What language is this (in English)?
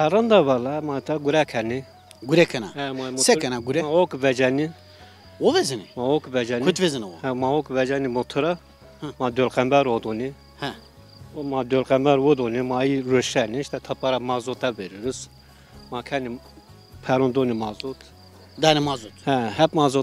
Zaza